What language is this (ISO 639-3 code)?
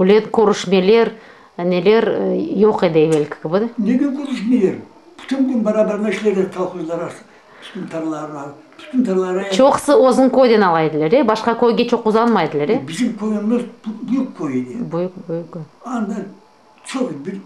crh